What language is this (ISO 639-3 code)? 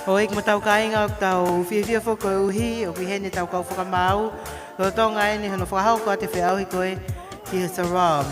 ton